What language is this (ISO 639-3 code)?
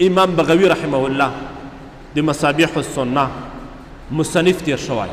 pus